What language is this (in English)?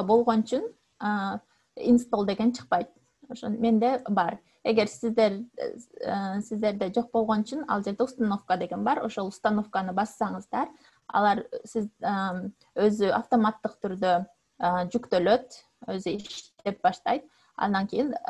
Kyrgyz